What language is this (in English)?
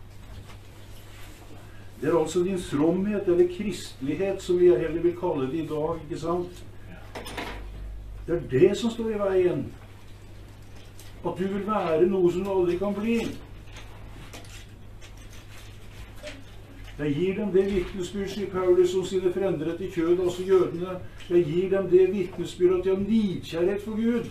Norwegian